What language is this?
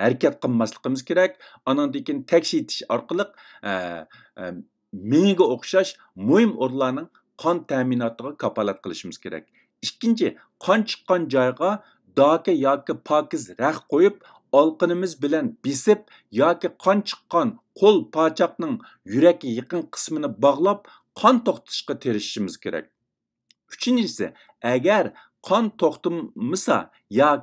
Uyghur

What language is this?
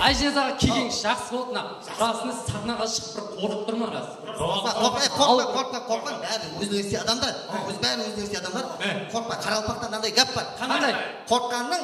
Kara-Kalpak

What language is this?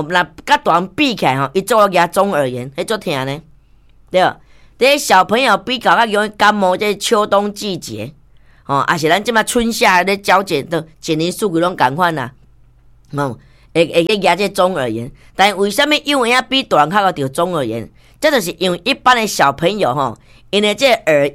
Min Nan Chinese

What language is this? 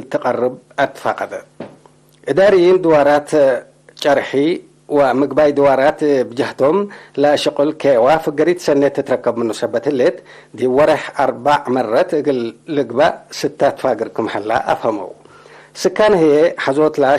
Tigre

